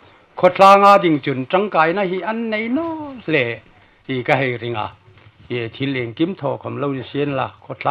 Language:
Hmar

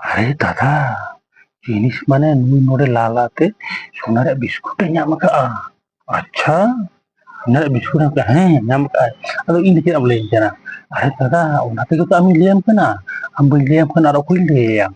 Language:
Santali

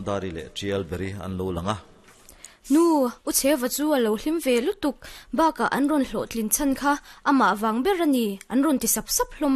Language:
Mizo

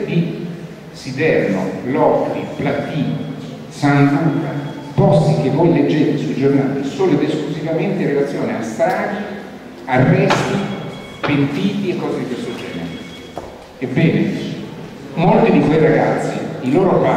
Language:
Italian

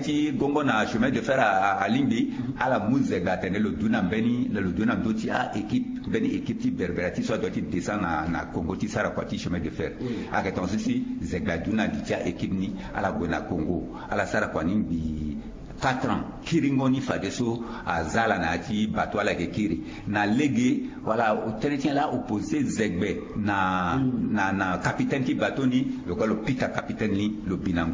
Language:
Sango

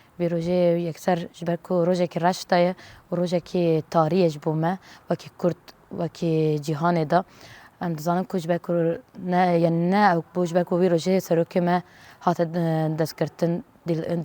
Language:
Kurdish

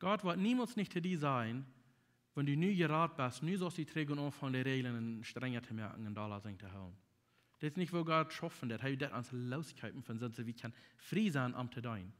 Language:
Plautdietsch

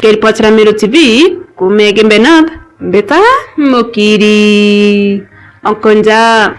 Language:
Meru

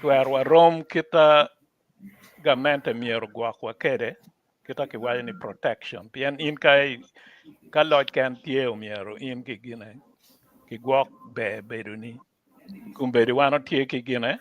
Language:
Acoli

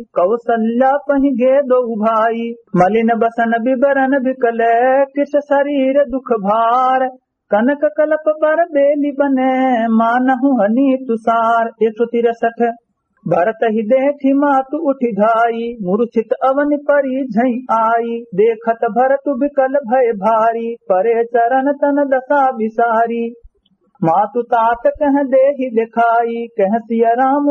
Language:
Awadhi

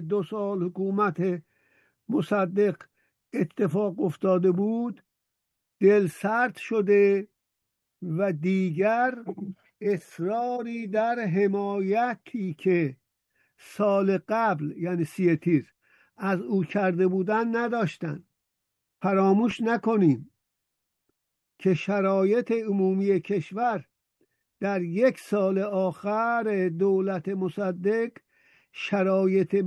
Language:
Persian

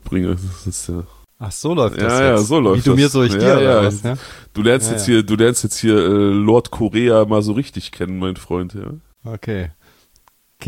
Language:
German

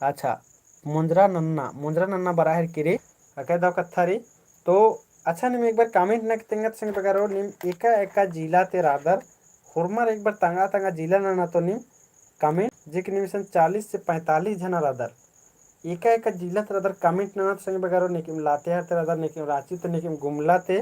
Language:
Kurukh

